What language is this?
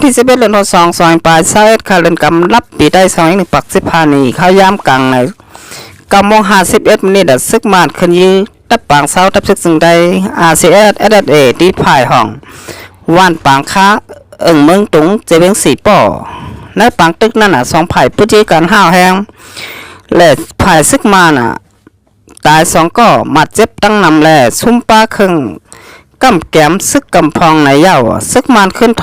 Shan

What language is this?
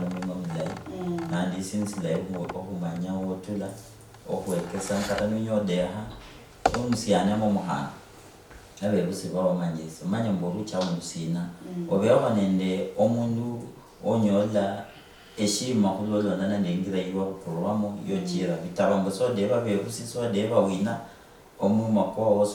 Luyia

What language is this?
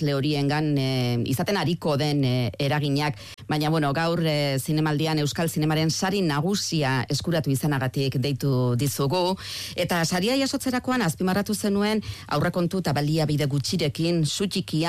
Basque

